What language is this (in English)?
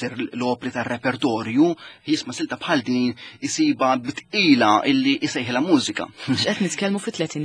Maltese